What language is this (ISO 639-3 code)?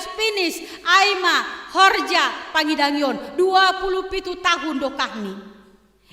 bts